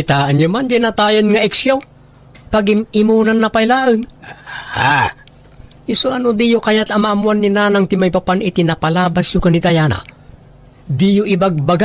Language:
Iloko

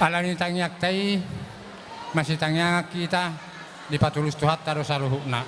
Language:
Batak Toba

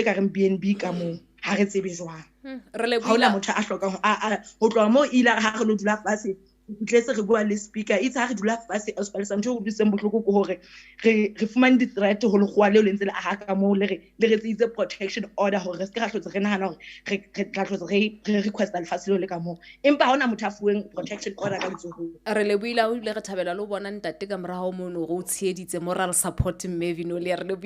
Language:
Southern Sotho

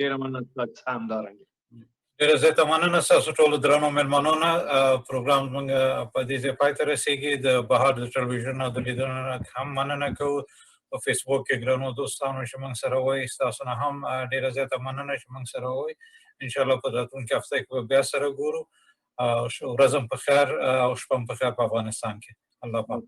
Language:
Pashto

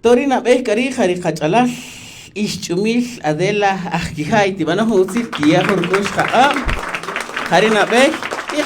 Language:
Kaqchikel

